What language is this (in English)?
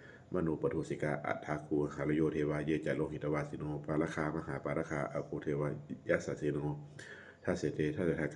Pali